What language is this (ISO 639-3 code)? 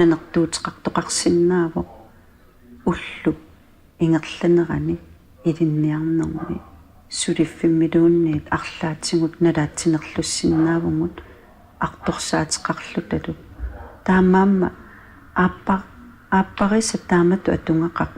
kal